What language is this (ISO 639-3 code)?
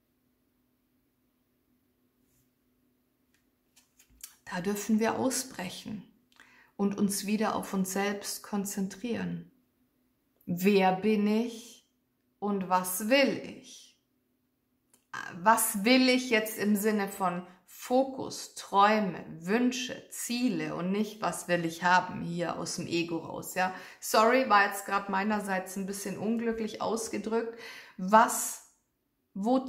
deu